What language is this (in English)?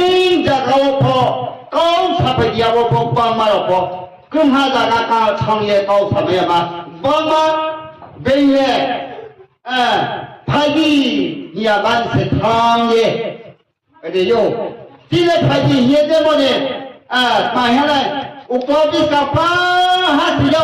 Riang (India)